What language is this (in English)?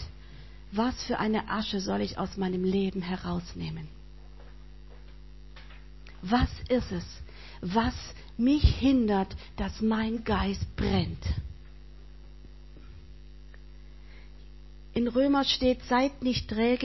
German